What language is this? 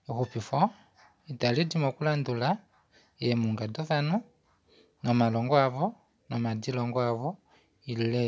Kuanyama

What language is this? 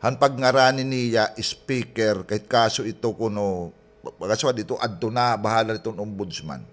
Waray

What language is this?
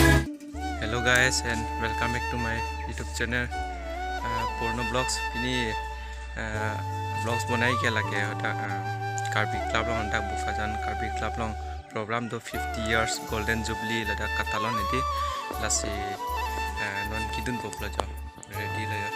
Karbi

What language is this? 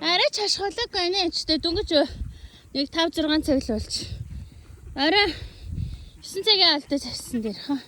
Mongolian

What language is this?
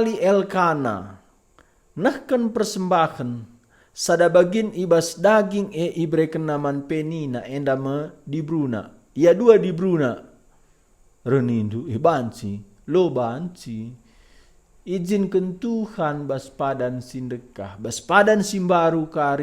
Batak Karo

